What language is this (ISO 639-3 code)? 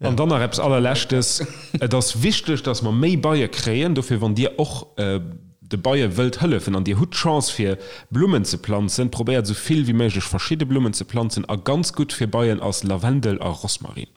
ltz